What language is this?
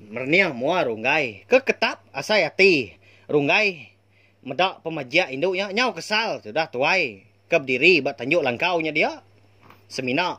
Iban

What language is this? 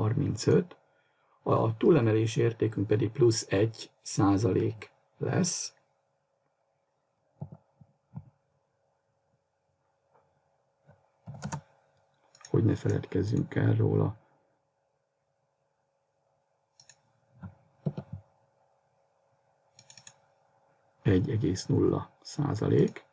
Hungarian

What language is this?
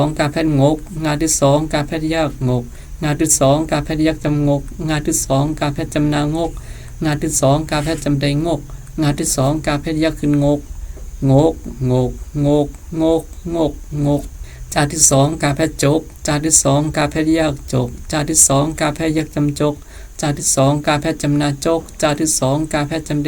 Shan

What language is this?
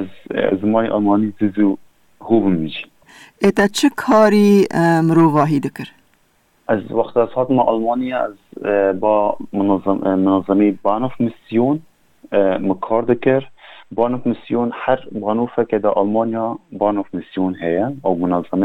Kurdish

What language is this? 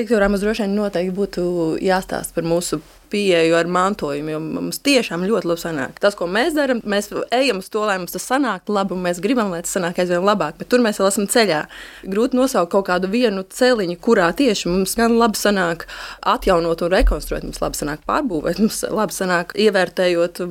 Latvian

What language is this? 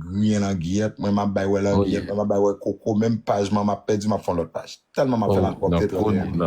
Haitian Creole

